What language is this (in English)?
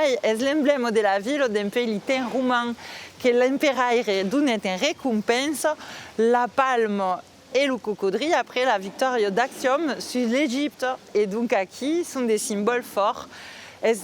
Occitan